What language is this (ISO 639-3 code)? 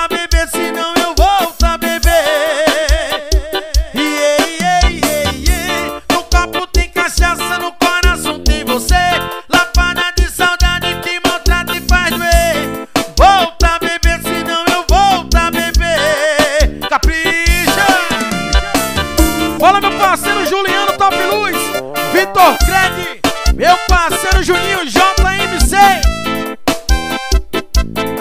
por